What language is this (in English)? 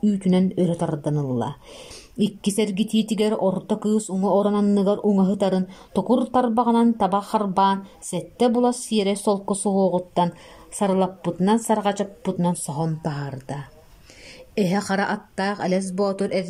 Yakut